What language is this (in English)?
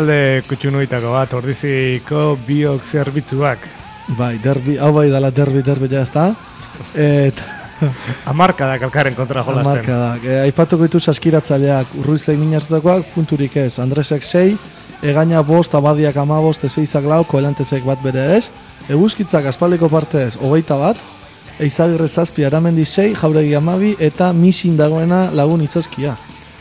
Basque